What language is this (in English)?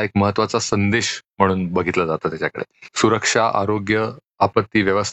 Marathi